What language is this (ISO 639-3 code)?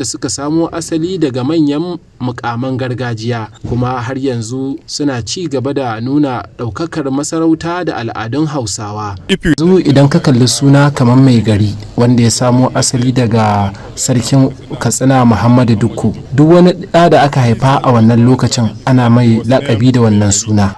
hau